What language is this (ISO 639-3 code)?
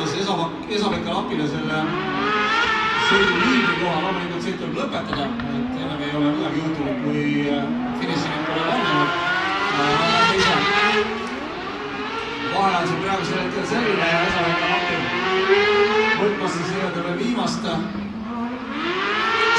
est